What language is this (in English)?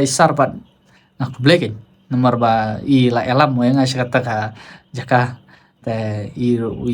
Khasi